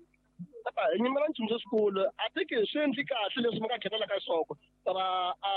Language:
Tsonga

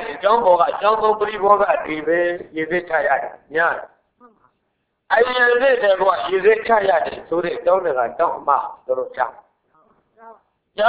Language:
Burmese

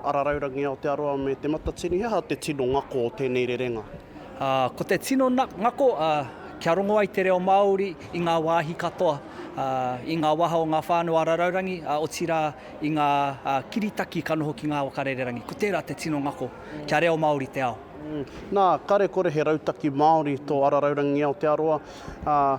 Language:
Māori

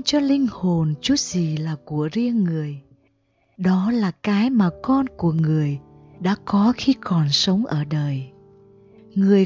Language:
Vietnamese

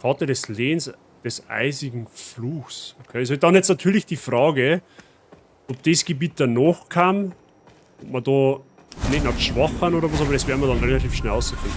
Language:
Bavarian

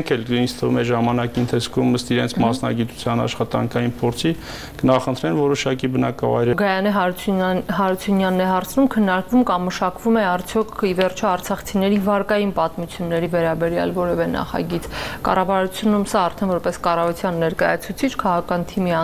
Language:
Armenian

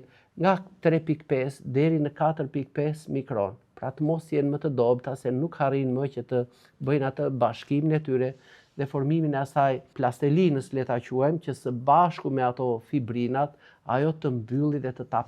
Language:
Albanian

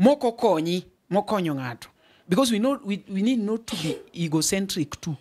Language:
Luo (Kenya and Tanzania)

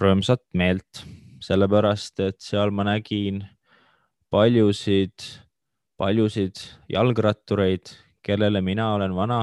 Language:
Estonian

